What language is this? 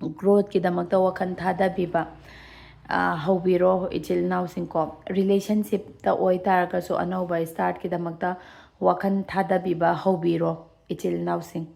Manipuri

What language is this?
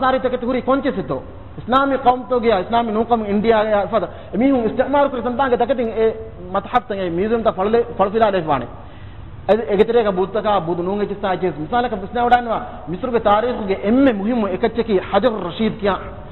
Divehi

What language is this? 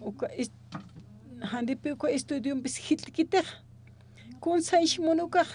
Aymara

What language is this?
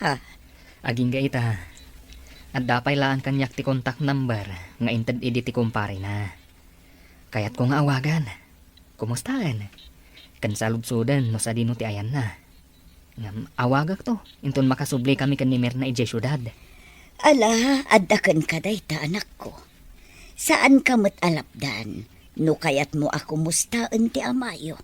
Iloko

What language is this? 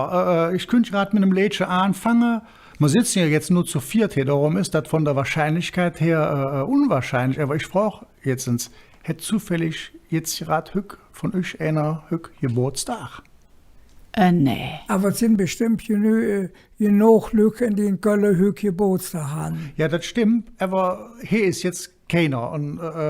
Colognian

